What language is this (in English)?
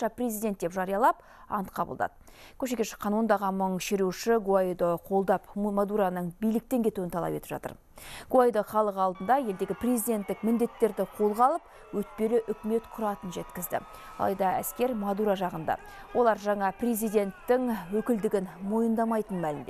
Kazakh